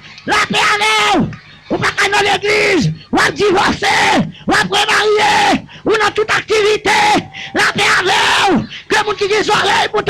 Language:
Haitian Creole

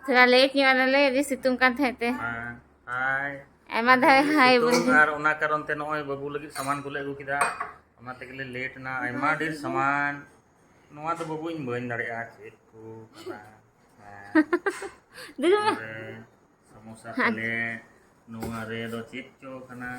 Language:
Santali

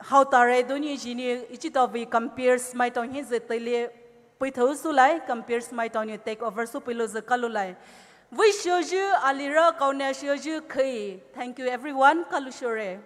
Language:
Poumei Naga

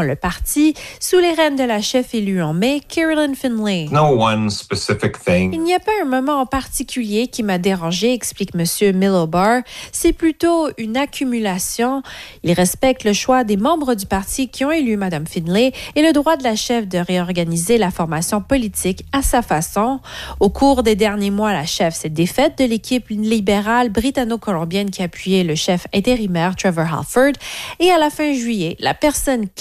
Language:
French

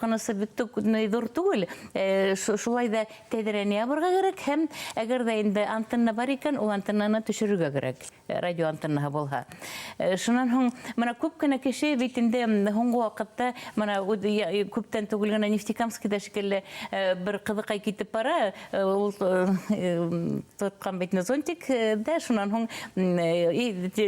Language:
Bashkir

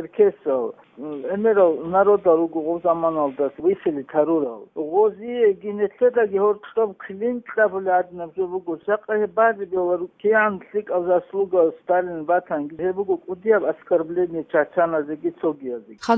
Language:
Avaric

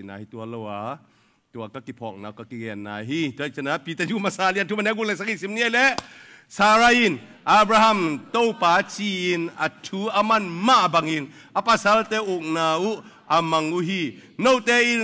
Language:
Tedim Chin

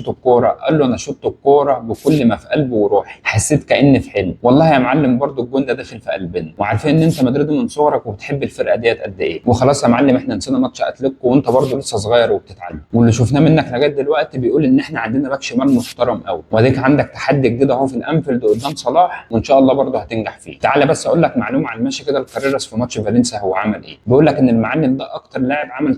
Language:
Egyptian Arabic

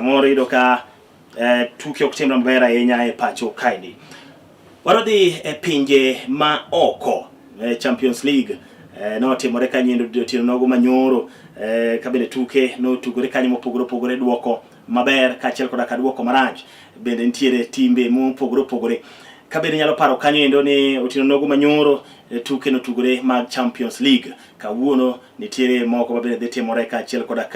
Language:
Luo (Kenya and Tanzania)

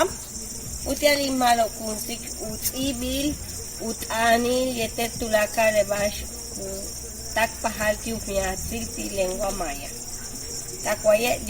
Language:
Yucateco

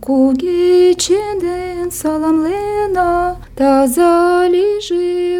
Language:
Mari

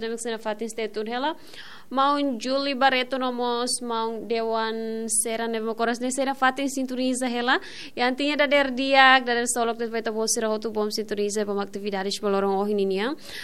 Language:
Tetum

